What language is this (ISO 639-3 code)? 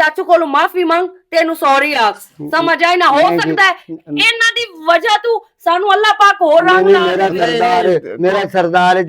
lah